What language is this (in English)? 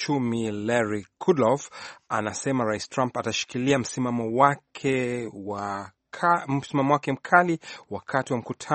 Swahili